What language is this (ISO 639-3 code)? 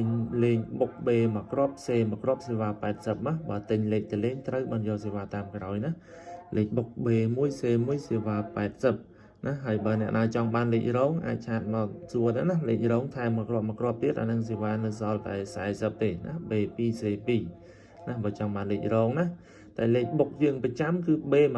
khm